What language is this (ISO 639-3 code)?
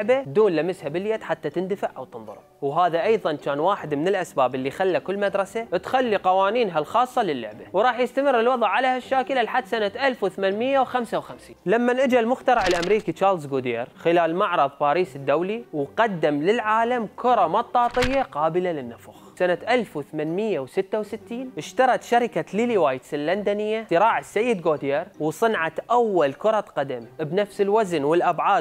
acm